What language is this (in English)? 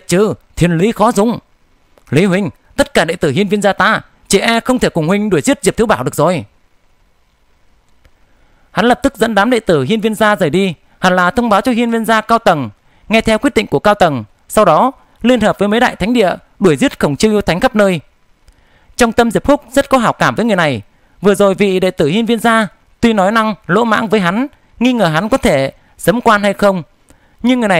Vietnamese